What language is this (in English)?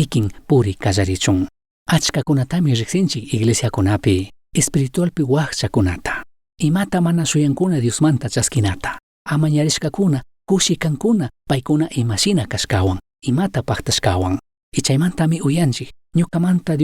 Chimborazo Highland Quichua